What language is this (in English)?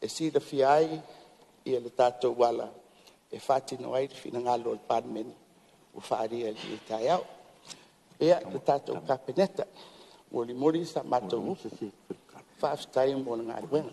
Samoan